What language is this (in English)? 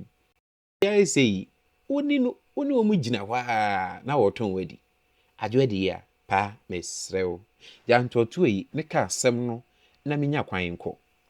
Akan